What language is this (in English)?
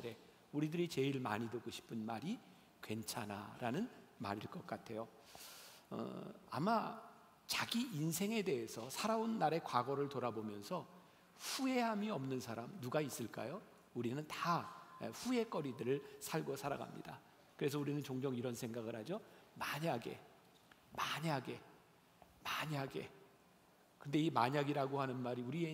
Korean